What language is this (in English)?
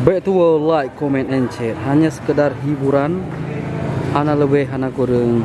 Achinese